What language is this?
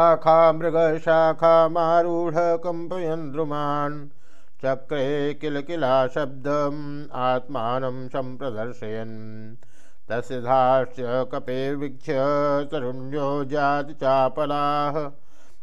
Sanskrit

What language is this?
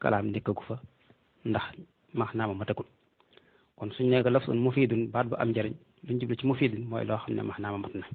Wolof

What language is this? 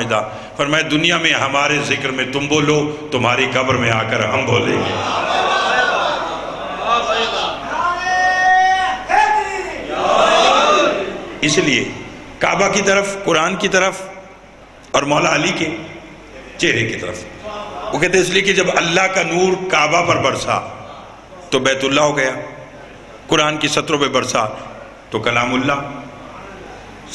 Urdu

